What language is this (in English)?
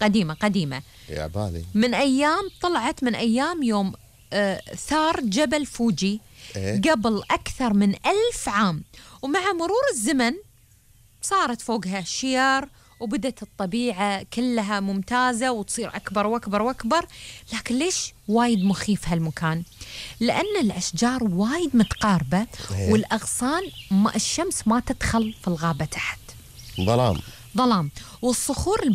Gulf Arabic